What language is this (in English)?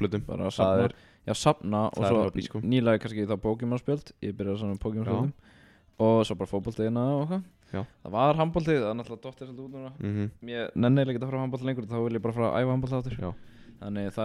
Icelandic